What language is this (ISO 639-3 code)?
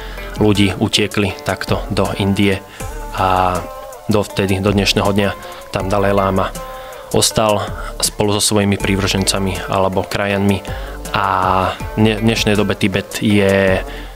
slk